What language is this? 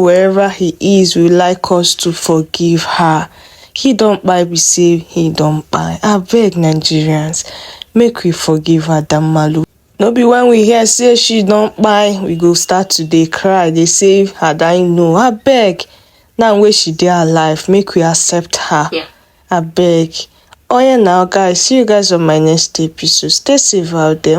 Nigerian Pidgin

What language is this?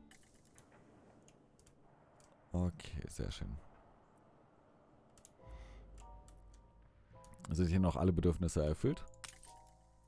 German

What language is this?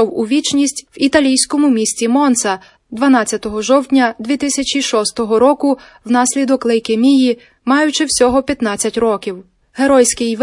Ukrainian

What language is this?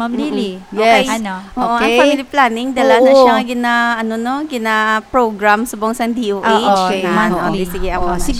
Hiligaynon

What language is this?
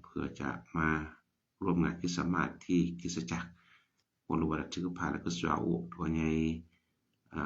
S'gaw Karen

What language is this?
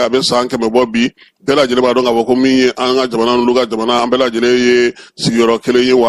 Bambara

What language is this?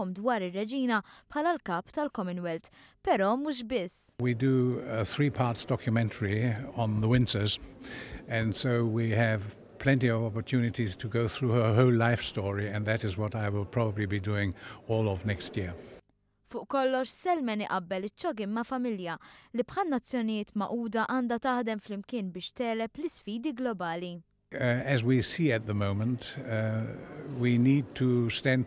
Maltese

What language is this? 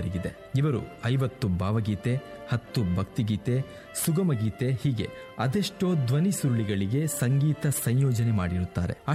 Kannada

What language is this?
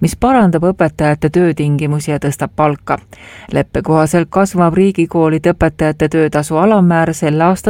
Estonian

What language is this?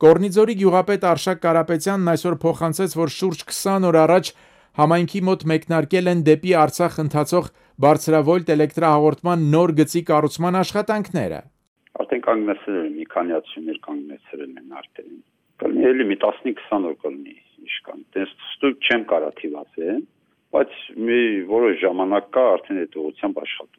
Armenian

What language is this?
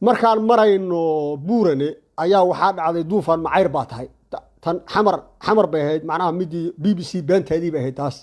Somali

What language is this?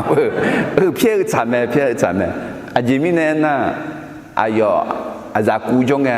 Akha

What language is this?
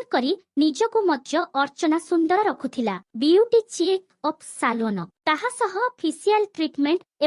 Odia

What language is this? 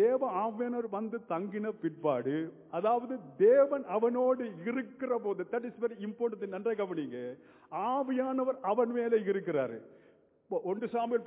Tamil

